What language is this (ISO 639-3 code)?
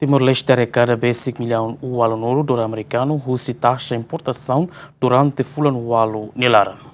tet